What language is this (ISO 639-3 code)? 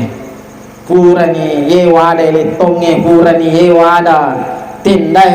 bug